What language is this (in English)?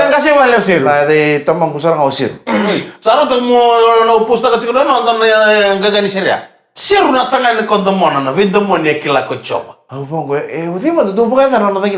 Fijian